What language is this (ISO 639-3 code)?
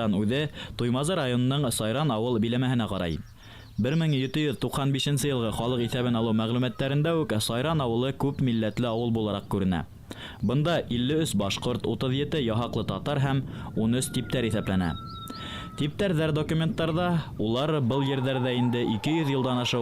bak